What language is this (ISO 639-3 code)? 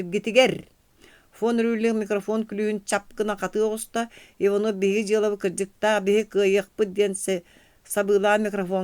sah